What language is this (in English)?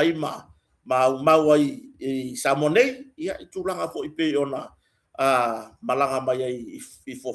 Samoan